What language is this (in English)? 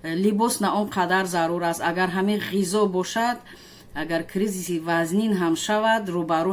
Tajik